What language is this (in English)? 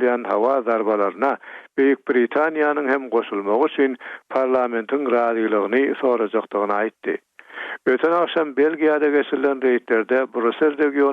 Turkmen